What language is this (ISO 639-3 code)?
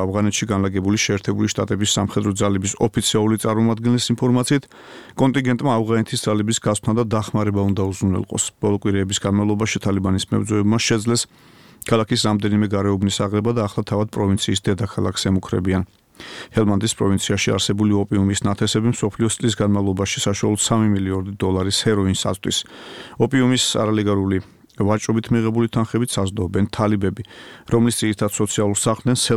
kat